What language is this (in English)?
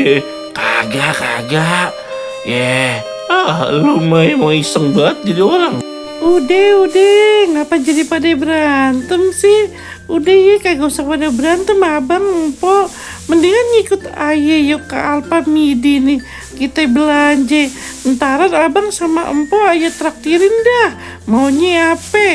Betawi